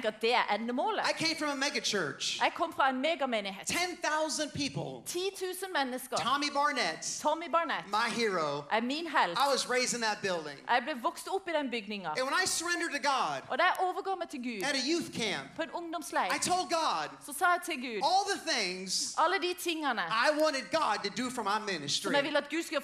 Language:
Norwegian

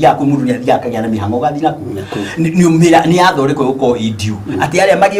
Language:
Kikuyu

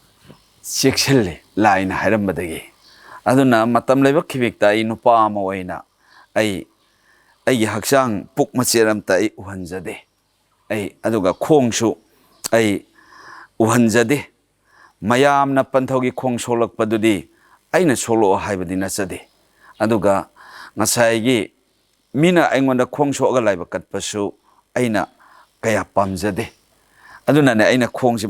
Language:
Manipuri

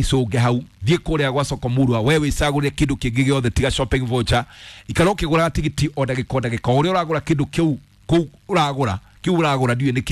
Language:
Kikuyu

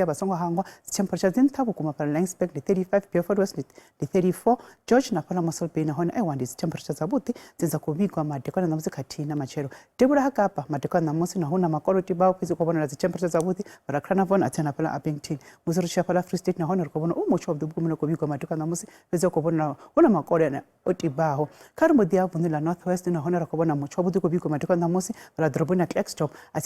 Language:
Venda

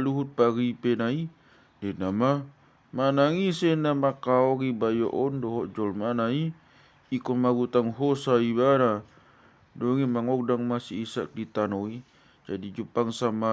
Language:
Batak Toba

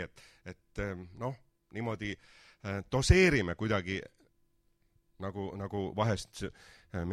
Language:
Estonian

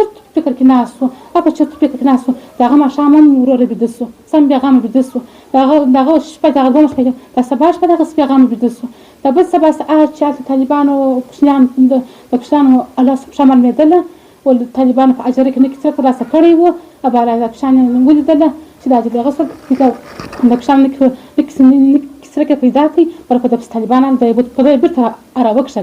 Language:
Pashto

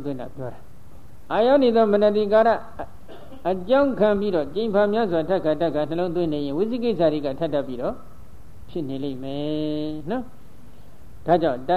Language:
Burmese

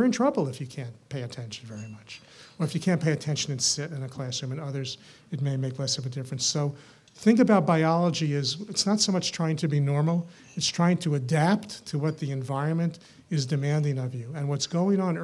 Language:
English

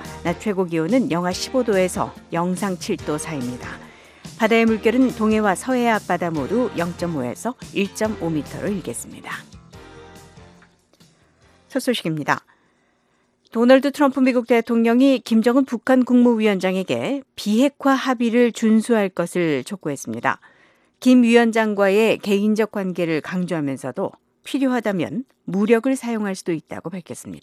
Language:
Korean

